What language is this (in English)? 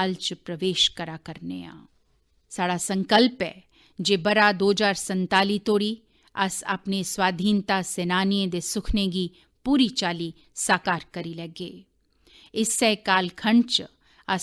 Dogri